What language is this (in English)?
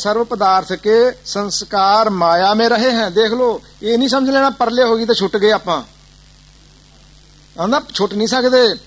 Punjabi